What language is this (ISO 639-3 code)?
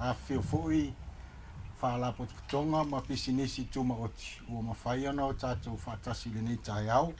smo